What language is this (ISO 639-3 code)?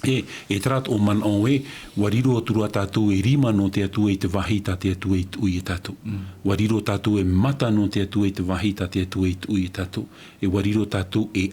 tah